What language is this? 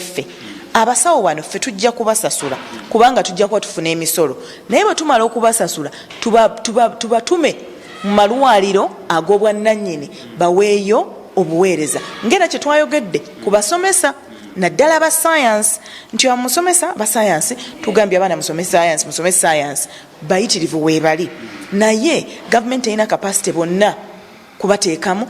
Ganda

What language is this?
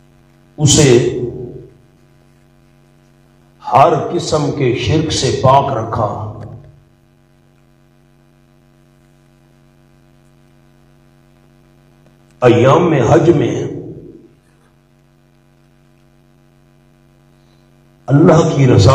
Urdu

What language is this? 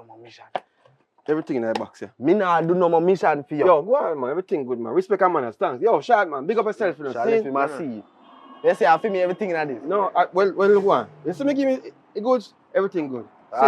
Jamaican Creole English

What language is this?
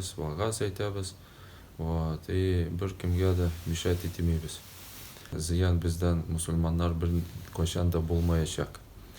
Tatar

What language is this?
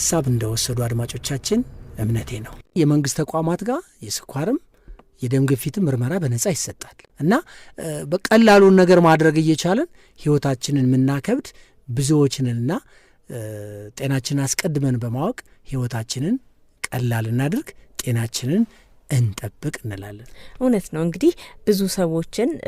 Amharic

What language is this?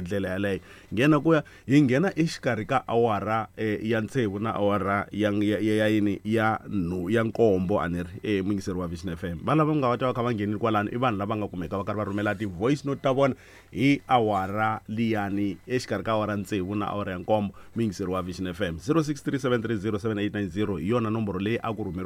Tsonga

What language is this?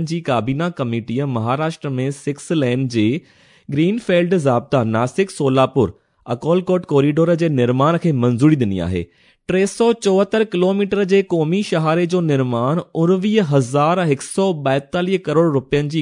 Sindhi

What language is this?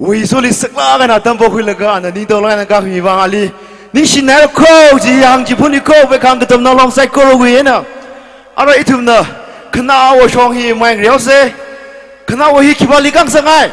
Tangkhul Naga (India)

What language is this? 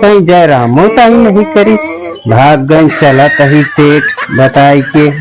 Awadhi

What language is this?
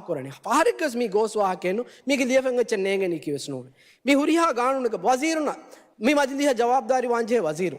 Divehi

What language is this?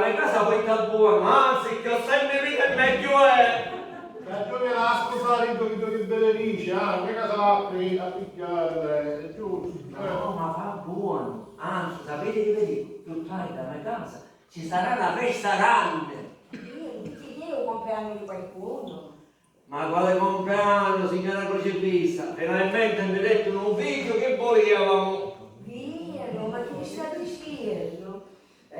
Sicilian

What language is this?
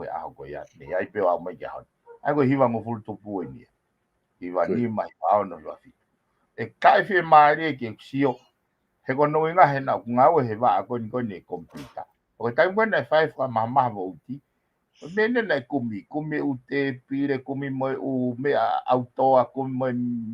Tongan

